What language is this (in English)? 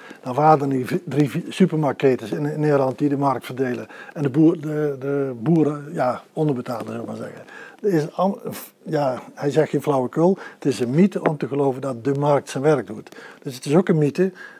Dutch